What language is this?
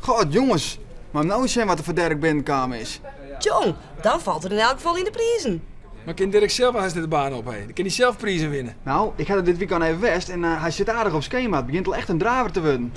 Western Frisian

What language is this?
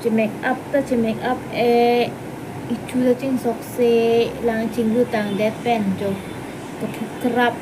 Karbi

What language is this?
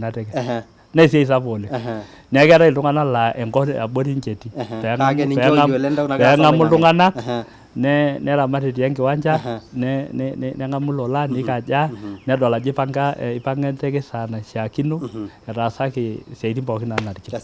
Masai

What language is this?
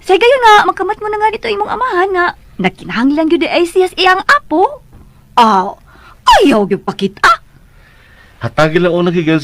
Cebuano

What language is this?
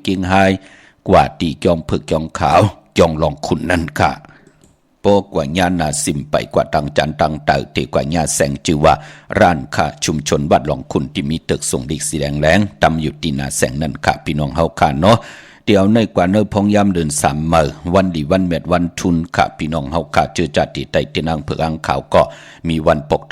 Shan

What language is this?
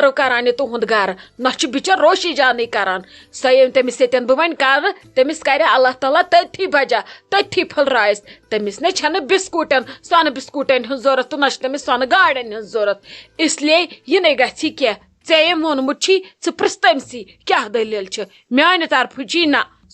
Kashmiri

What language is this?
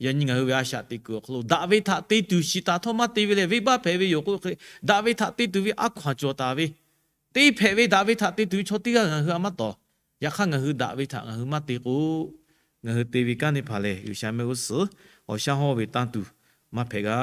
Lahu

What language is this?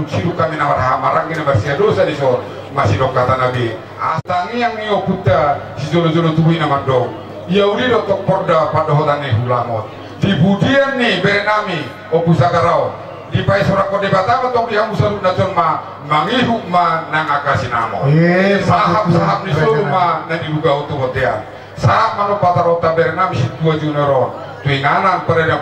Batak Toba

